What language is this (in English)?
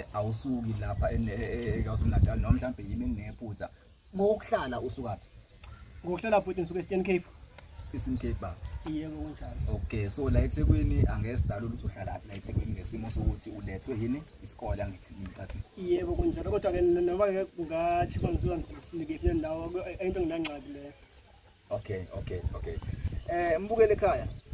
Zulu